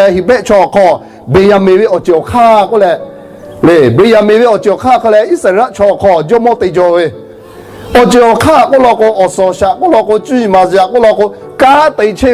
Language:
Lahu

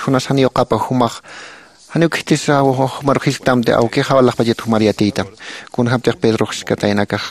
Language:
Aymara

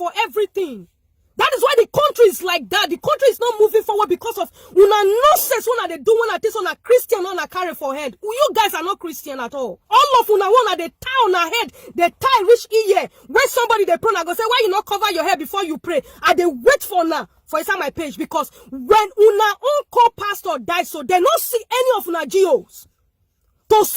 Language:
Nigerian Pidgin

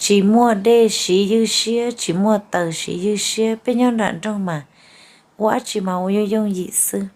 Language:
Hmong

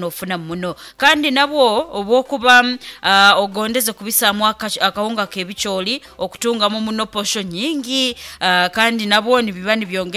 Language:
Nyoro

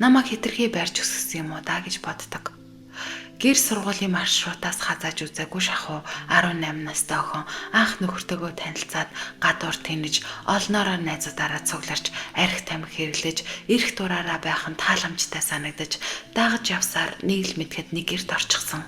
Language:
Mongolian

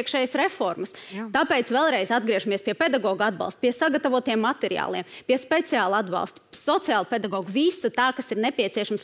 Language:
Latvian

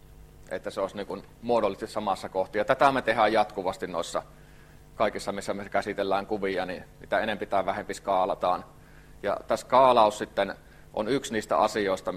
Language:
Finnish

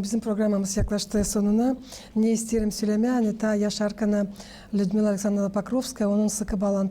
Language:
Gagauz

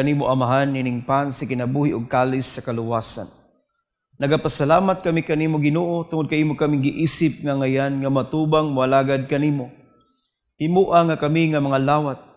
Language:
Cebuano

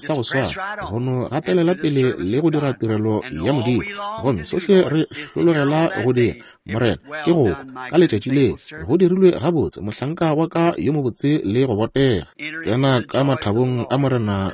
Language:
Northern Sotho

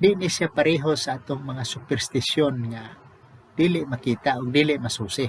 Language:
Cebuano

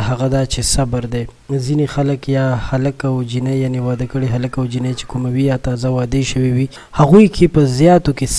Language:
Pashto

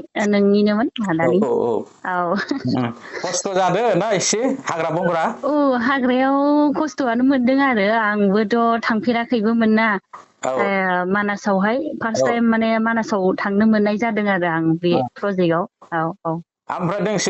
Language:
Bodo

